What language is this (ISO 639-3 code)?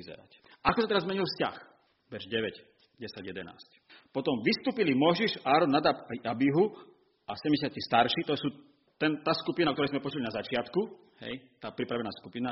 slk